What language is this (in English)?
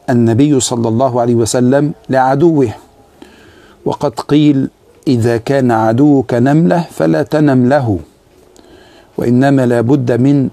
Arabic